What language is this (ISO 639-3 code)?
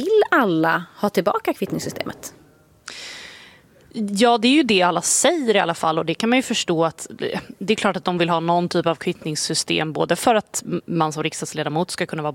swe